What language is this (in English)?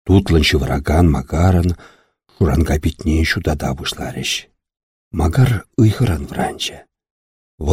Chuvash